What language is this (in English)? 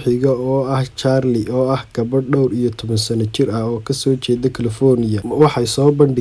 Somali